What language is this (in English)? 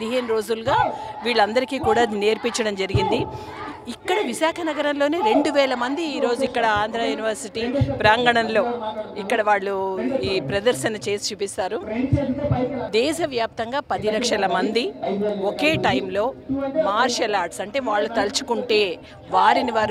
Telugu